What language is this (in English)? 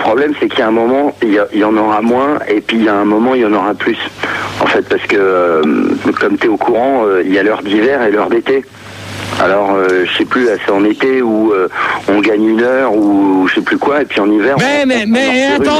French